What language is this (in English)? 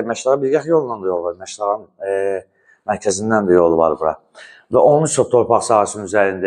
Azerbaijani